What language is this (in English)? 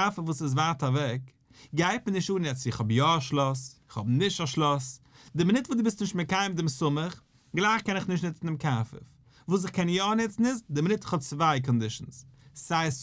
Yiddish